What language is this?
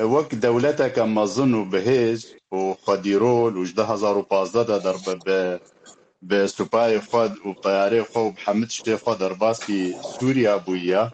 Kurdish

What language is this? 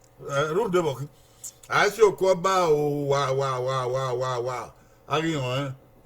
Bini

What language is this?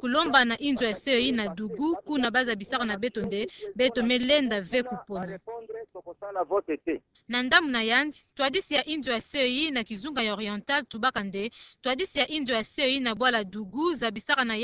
Kituba (Democratic Republic of Congo)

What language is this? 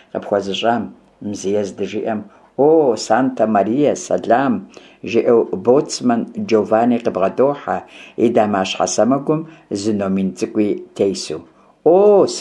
Kabardian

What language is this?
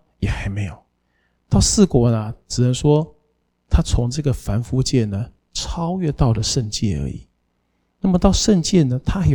Chinese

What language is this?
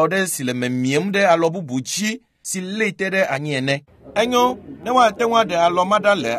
Ewe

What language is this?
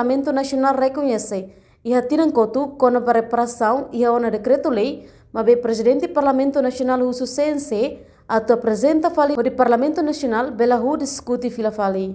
Tetum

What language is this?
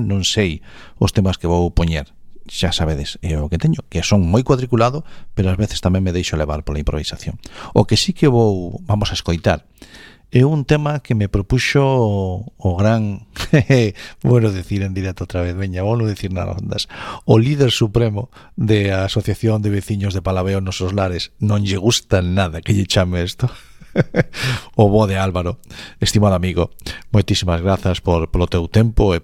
Galician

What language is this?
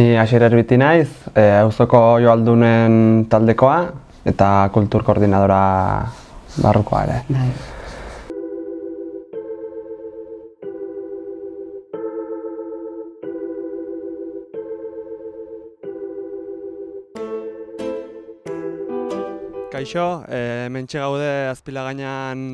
Basque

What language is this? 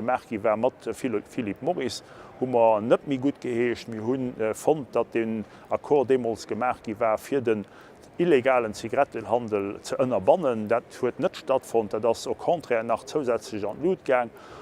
Luxembourgish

